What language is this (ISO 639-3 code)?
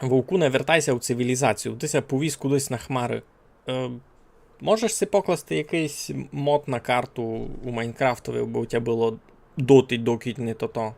rue